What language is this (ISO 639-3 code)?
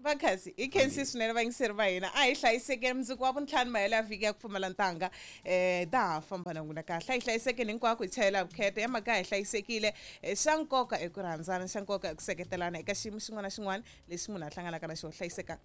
tso